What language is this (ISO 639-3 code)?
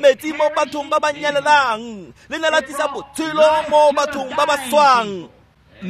tsn